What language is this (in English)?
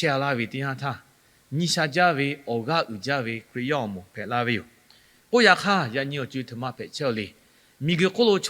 Lahu